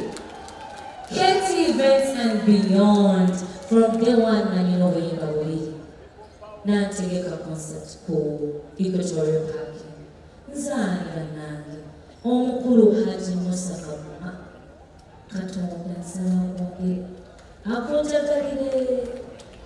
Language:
Ganda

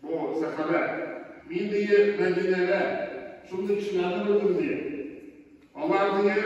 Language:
Tatar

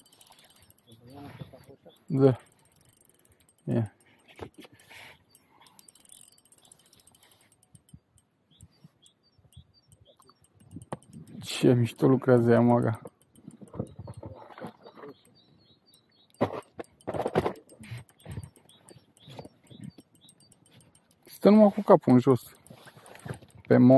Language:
Romanian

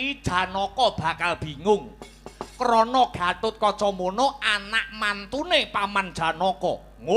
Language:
Javanese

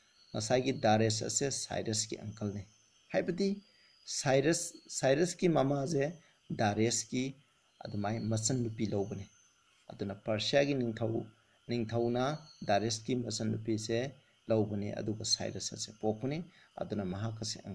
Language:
Manipuri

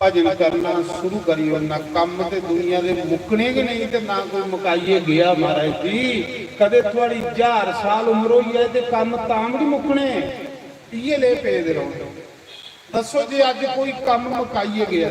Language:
Dogri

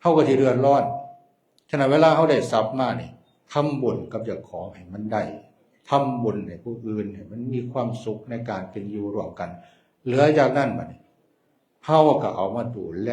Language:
Northeastern Thai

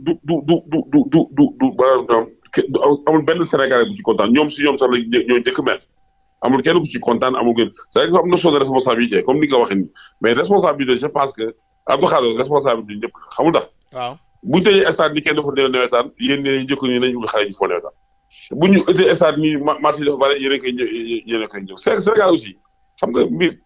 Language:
Wolof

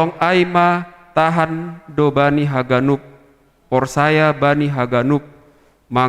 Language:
Batak Simalungun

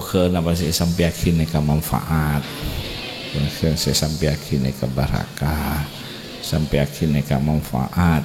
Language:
Madurese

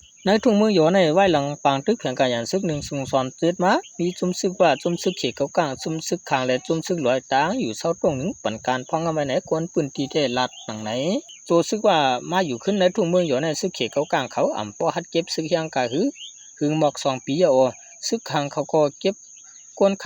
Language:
Shan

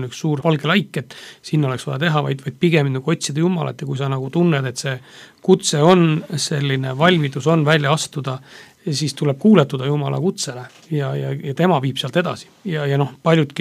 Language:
Estonian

